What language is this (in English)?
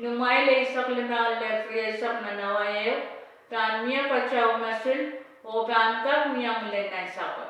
Pohnpeian